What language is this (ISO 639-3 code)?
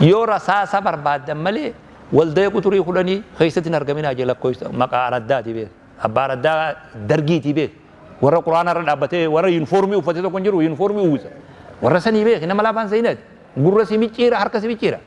orm